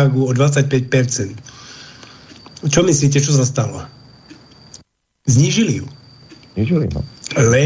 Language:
Slovak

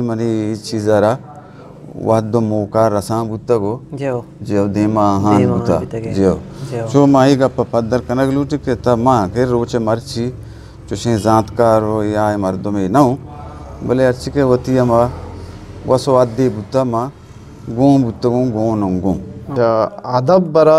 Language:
Eastern Balochi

